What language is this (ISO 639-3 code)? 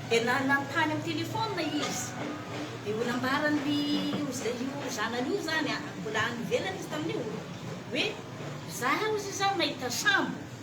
mlg